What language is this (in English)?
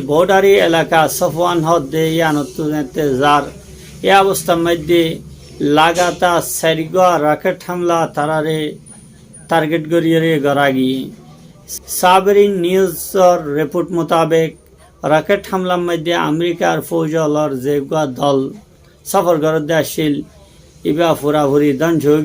Rohingya